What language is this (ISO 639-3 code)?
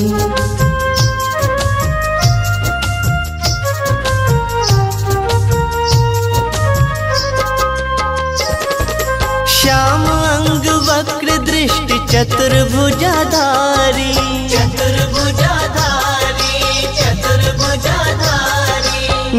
hin